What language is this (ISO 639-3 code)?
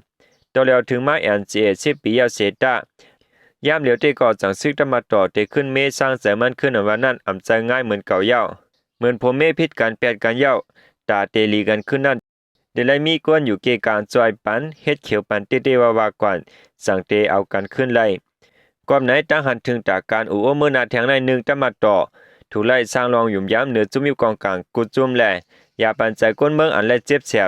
shn